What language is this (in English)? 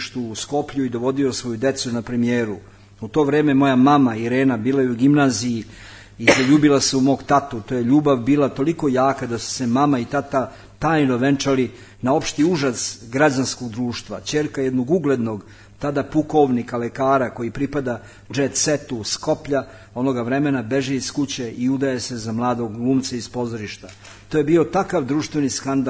Serbian